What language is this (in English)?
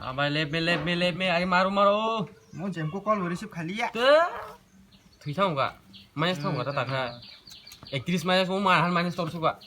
Kok Borok